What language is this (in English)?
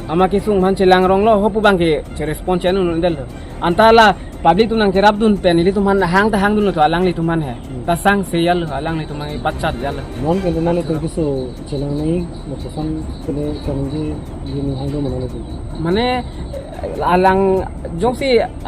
Karbi